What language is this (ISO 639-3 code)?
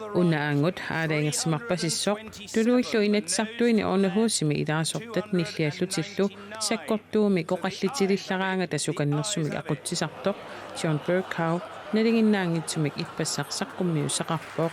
kal